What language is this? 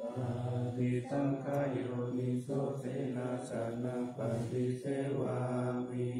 Pali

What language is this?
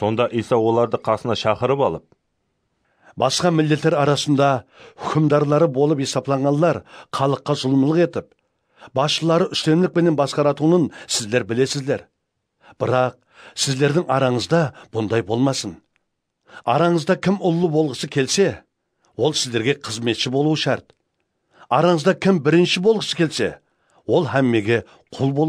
Kara-Kalpak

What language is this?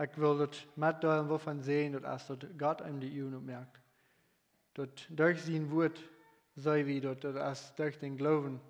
Plautdietsch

